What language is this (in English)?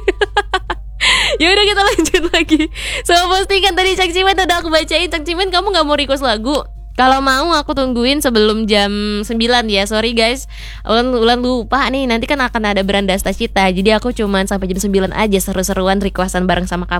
Indonesian